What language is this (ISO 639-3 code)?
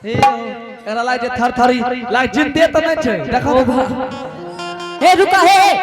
anp